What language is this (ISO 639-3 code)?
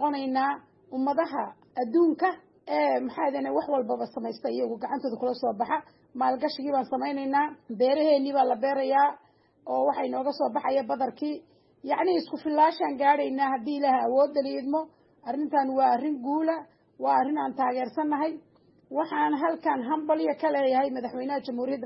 som